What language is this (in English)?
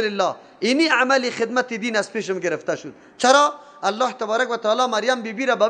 Persian